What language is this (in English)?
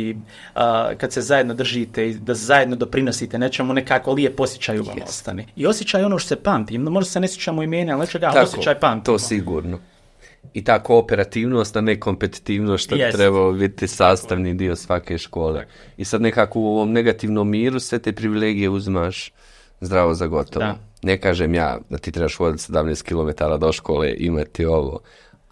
Croatian